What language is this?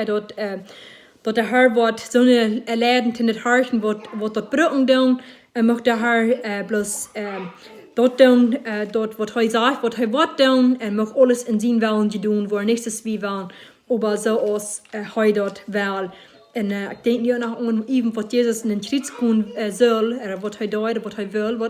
Plautdietsch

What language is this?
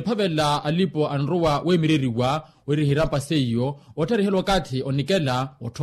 Makhuwa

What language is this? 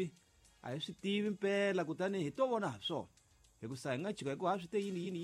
Tsonga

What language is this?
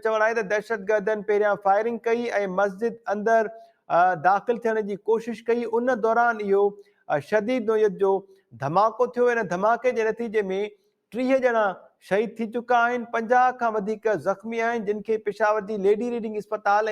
Sindhi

